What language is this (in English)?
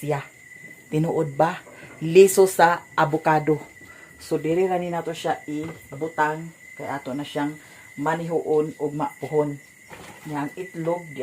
Cebuano